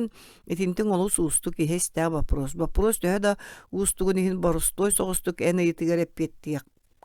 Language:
Yakut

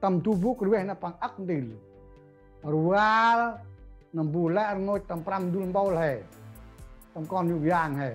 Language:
Central Mnong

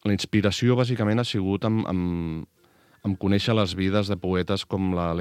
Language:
Catalan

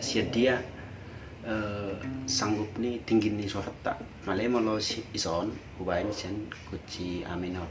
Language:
Batak Toba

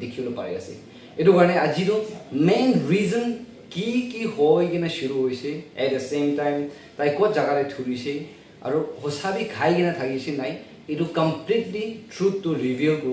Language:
Naga Pidgin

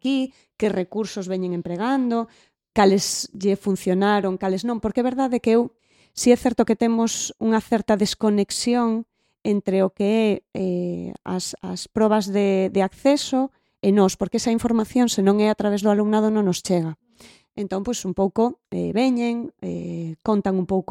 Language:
Galician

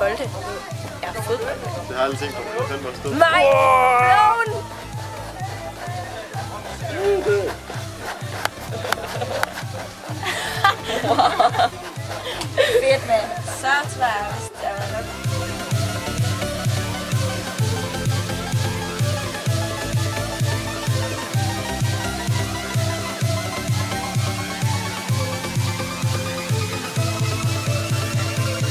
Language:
Danish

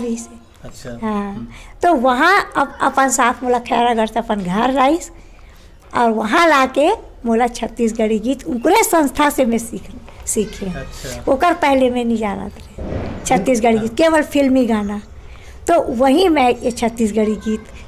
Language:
Chhattisgarhi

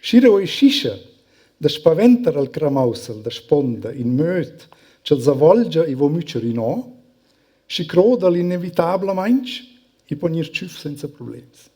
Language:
Romansh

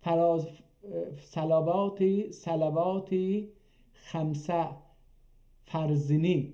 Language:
South Azerbaijani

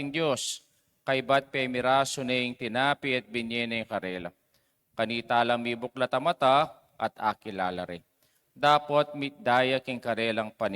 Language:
Pampanga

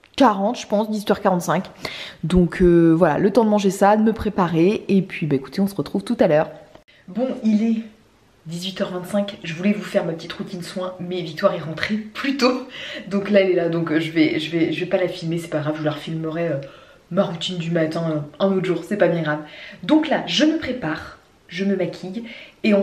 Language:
French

